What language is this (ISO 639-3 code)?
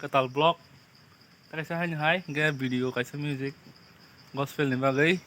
trp